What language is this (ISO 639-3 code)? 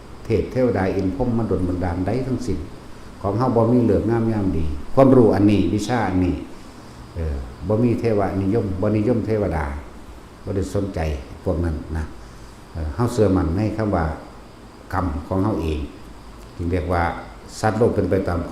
lao